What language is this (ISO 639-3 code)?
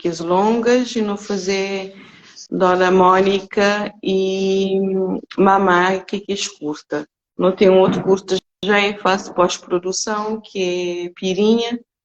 kea